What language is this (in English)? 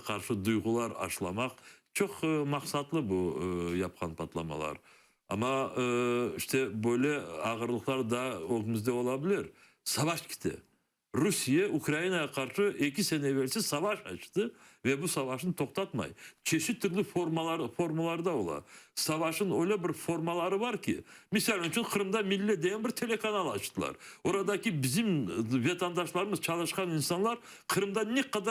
Crimean Tatar